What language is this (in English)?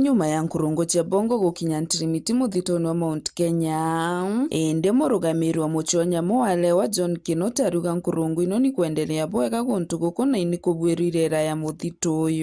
Meru